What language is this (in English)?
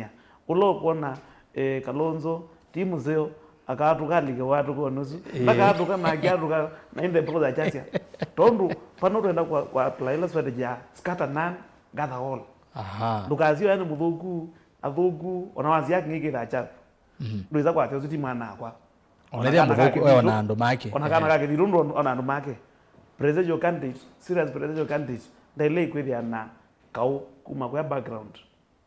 Kamba